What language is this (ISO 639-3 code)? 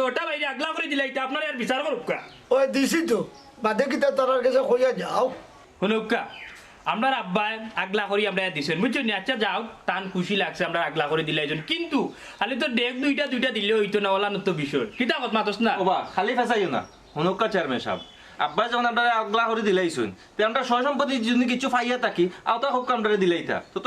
syl